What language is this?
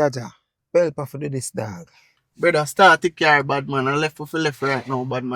Jamaican Creole English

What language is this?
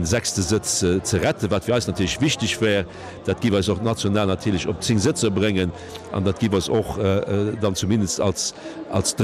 Luxembourgish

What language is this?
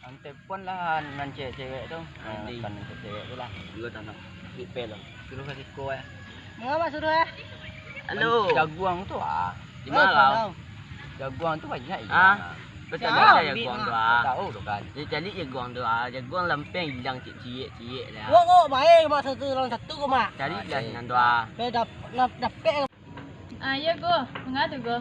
Minangkabau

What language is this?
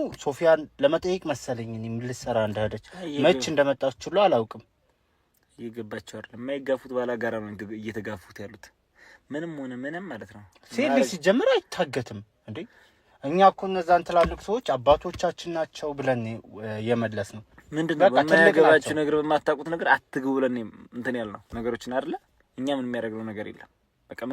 Amharic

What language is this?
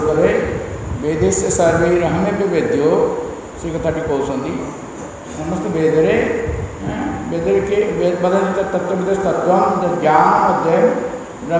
Odia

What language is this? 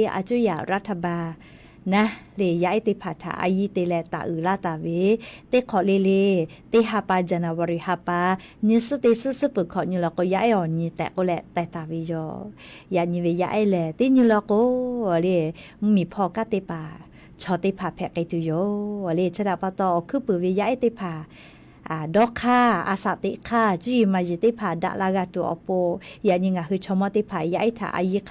Lahu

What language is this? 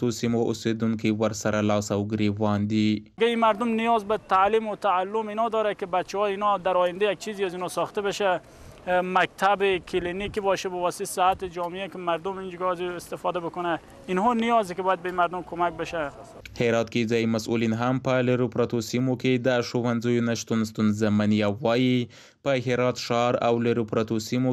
Pashto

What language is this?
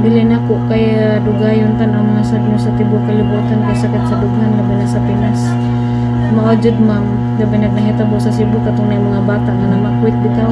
Cebuano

